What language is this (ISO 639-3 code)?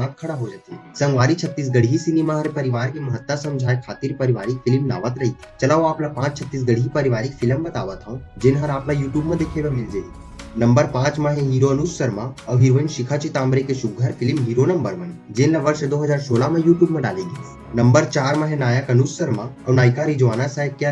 hne